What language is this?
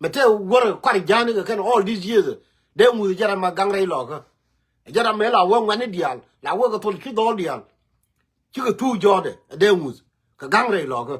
Nuer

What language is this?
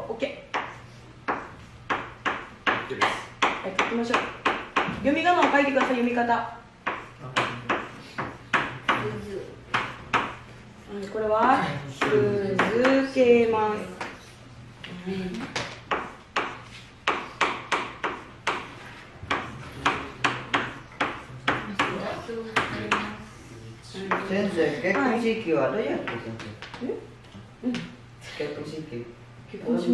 Japanese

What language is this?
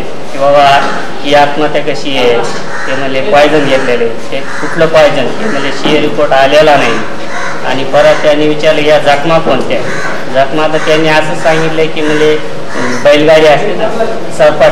Marathi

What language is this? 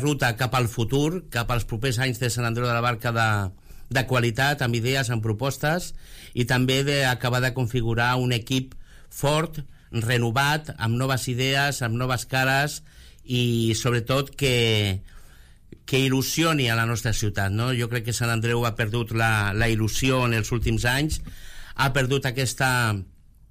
Catalan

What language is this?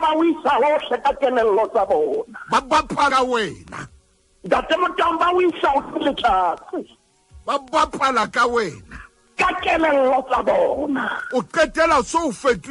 Southern Sotho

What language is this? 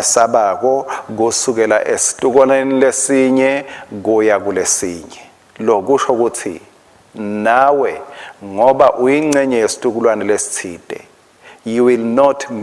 Swati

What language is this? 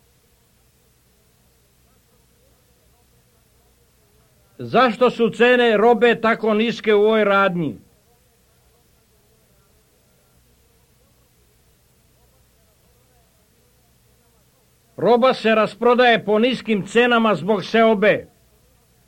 Serbian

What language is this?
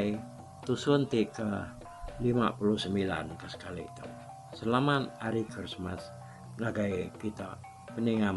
Iban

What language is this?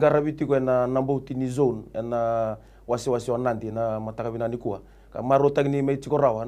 Fijian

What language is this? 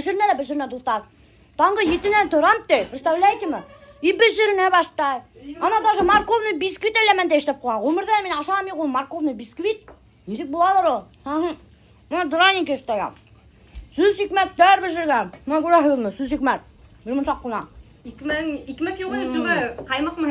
Bashkir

